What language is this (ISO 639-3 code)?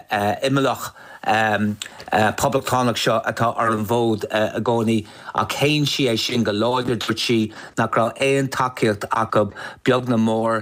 gle